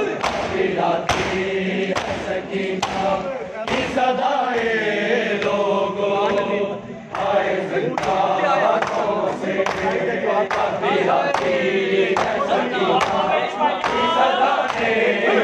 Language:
Urdu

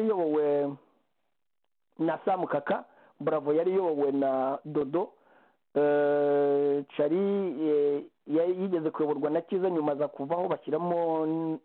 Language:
Kinyarwanda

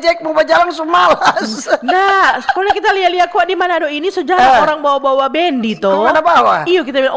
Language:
Manado Malay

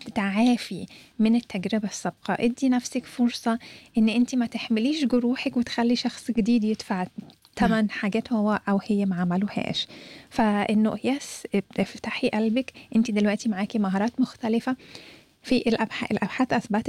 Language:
Egyptian Arabic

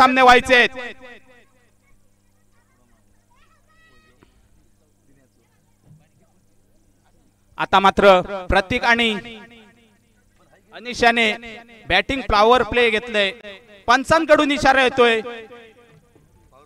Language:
Marathi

